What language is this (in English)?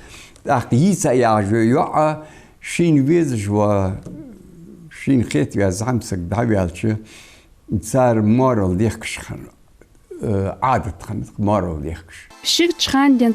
Ingush